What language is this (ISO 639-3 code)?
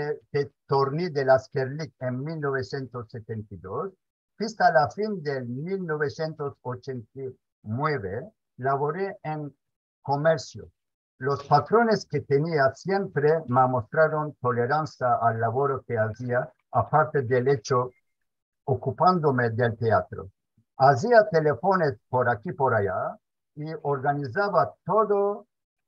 lad